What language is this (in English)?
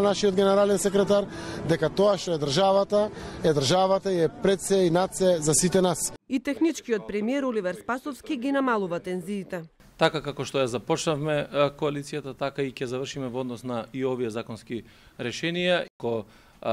Macedonian